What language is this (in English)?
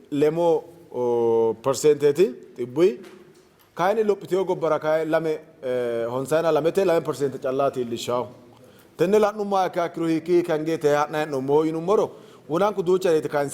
Sidamo